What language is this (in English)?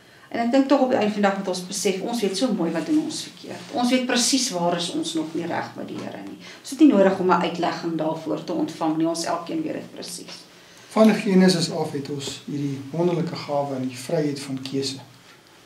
Afrikaans